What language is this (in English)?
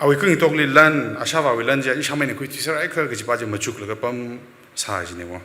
Tangkhul Naga (India)